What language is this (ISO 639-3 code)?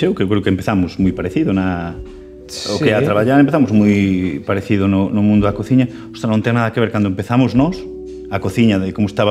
glg